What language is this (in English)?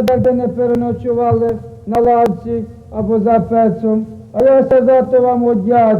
Rusyn